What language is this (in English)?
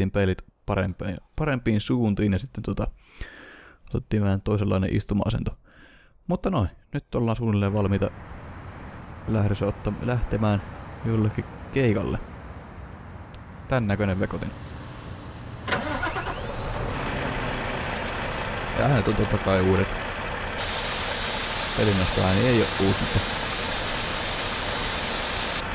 Finnish